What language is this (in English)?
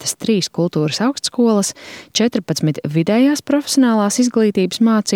Latvian